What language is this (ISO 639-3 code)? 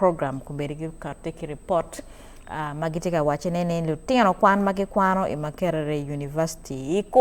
ach